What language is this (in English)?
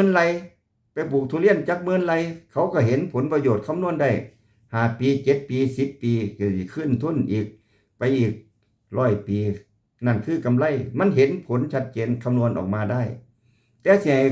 Lao